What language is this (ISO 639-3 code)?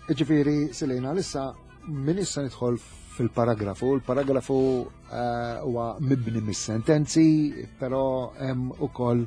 mlt